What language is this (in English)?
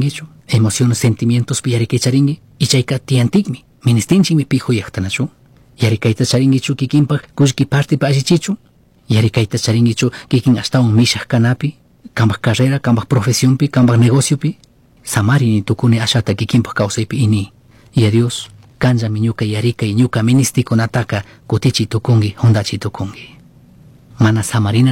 Chimborazo Highland Quichua